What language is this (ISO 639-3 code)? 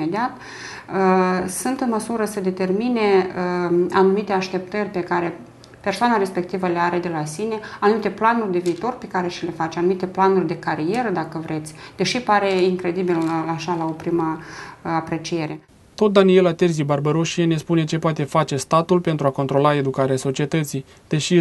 ron